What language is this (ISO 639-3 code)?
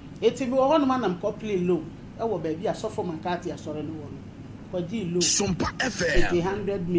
aka